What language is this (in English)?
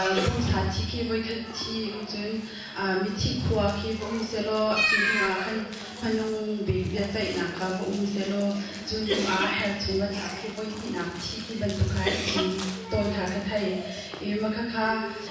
Hakha Chin